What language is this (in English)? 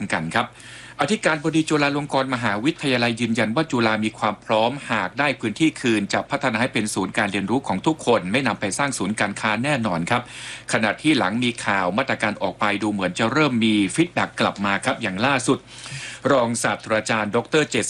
Thai